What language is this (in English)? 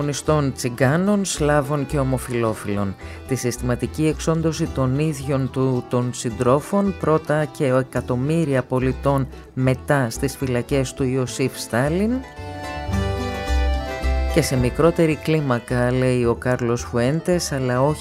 Greek